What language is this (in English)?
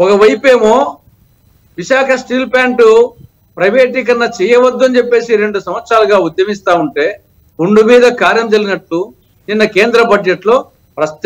Telugu